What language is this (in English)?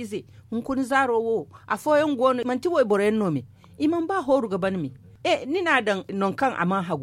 Zarma